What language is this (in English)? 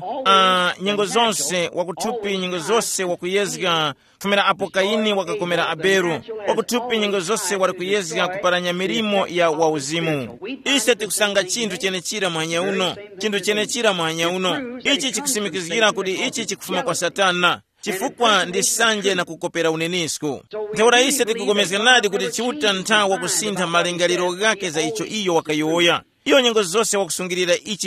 Tumbuka